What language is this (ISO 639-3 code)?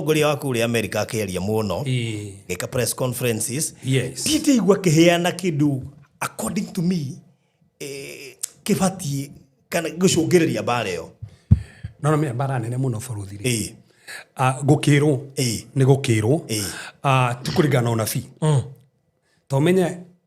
kik